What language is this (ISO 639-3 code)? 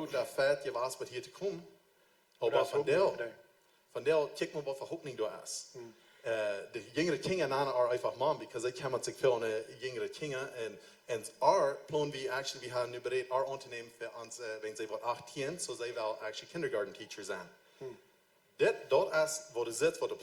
pdt